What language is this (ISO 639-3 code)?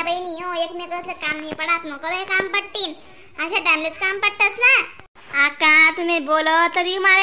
khn